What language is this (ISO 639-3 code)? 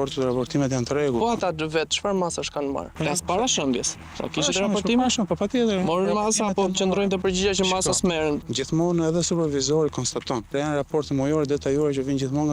sqi